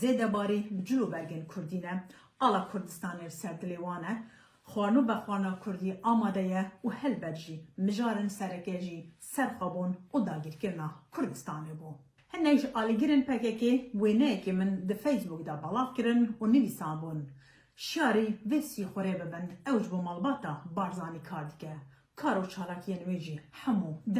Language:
Kurdish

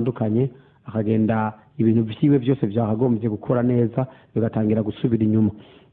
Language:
Rundi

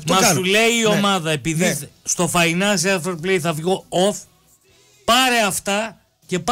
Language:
Greek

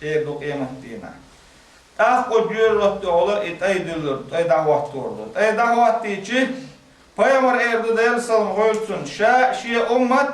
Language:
Chechen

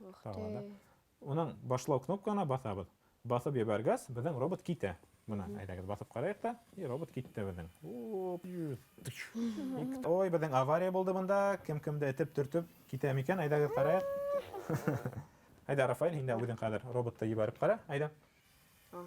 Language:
Bashkir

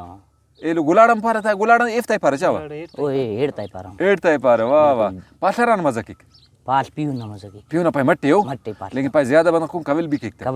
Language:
Brahui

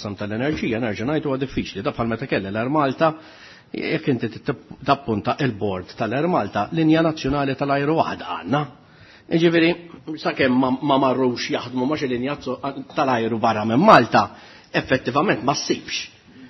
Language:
Maltese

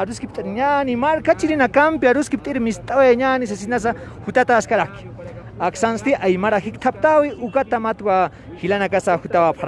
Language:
Aymara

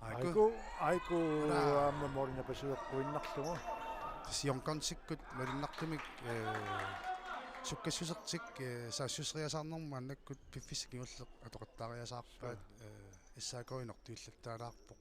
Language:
Kalaallisut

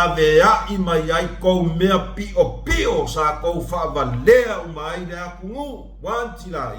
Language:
Samoan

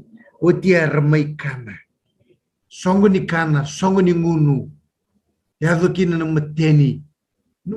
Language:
Fijian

